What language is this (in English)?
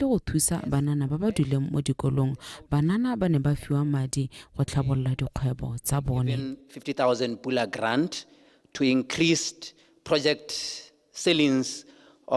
Tswana